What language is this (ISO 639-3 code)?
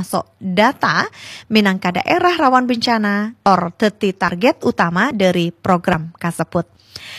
mad